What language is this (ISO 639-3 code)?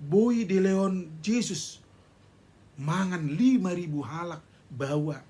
bbc